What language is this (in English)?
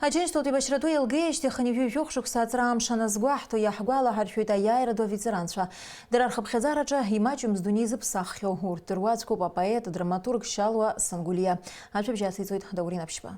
Abkhazian